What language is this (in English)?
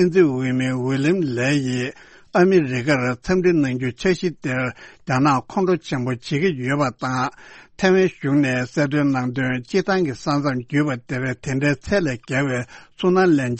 Tibetan